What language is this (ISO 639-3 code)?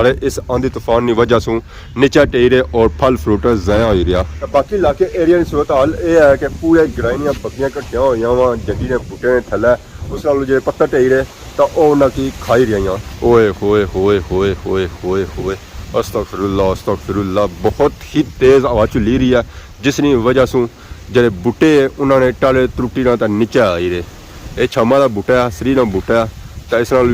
phr